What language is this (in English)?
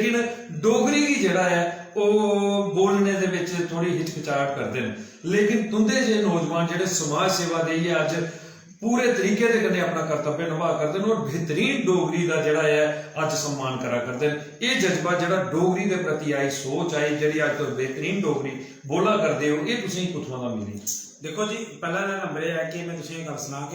Dogri